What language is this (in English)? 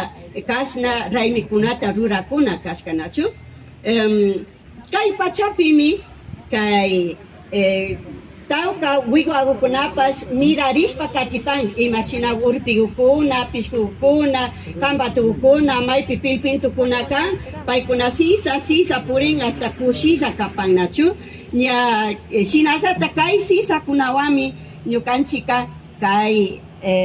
Imbabura Highland Quichua